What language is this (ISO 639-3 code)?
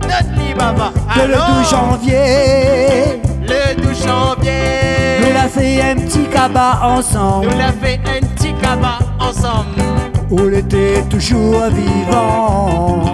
rcf